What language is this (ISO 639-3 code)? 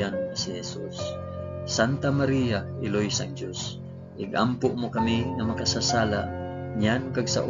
hil